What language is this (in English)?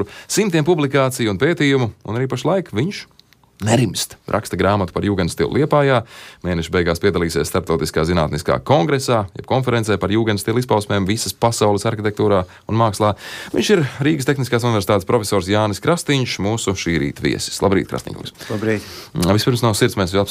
Latvian